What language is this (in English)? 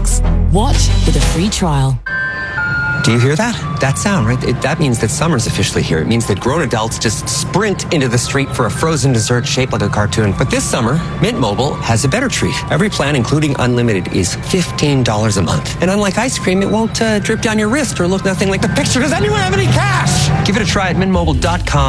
English